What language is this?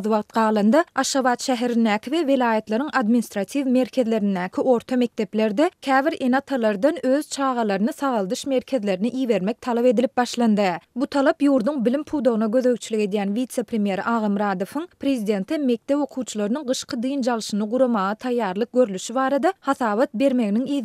Turkmen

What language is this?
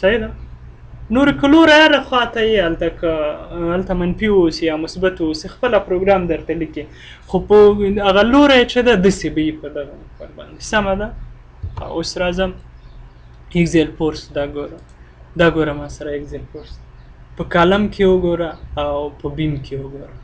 Pashto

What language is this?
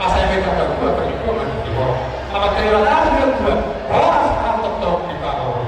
Batak Toba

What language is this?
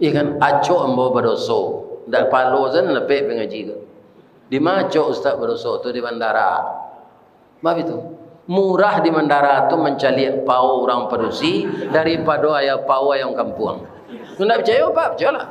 Minangkabau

